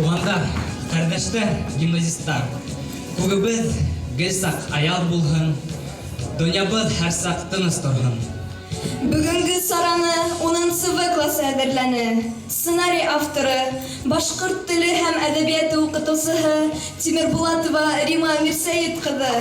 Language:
Bashkir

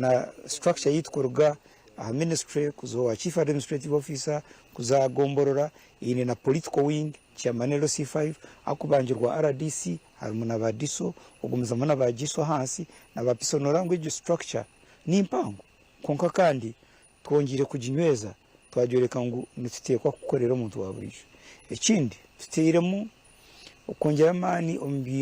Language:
Nyankole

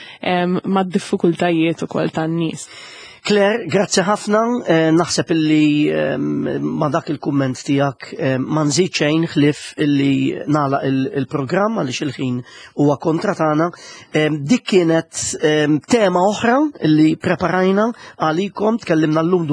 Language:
Maltese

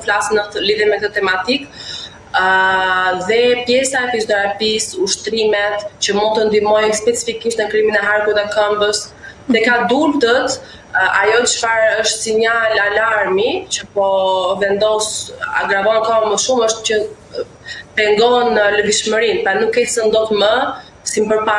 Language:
Albanian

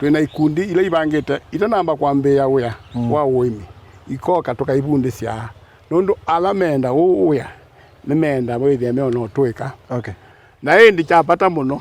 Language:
Kamba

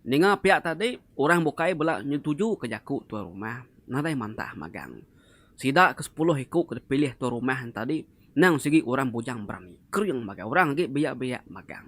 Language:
Iban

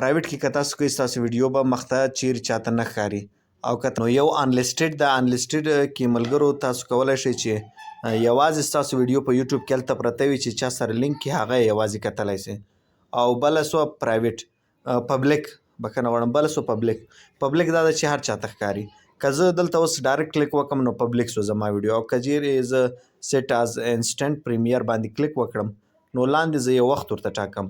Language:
Pashto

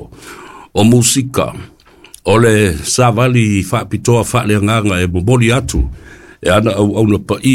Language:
Samoan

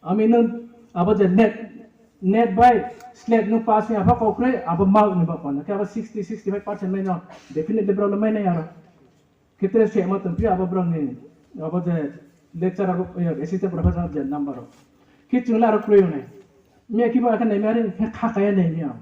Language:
Riang (India)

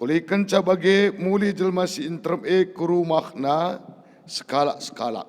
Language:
Batak Karo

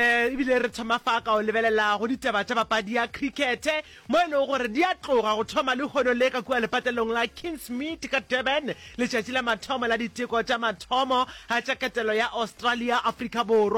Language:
Northern Sotho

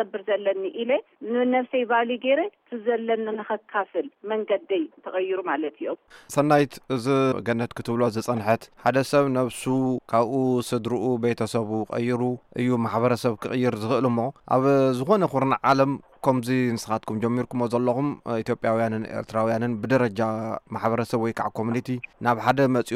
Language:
Tigrinya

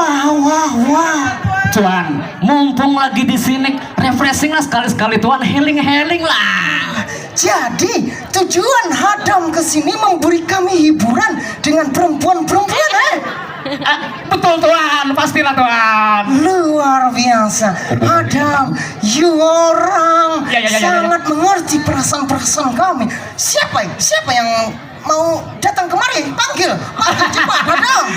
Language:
Banjar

